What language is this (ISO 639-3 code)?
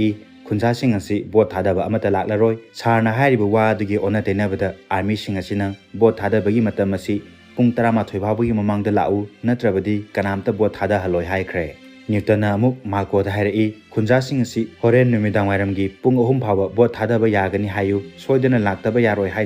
mni